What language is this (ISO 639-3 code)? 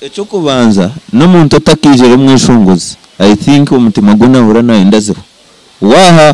nyn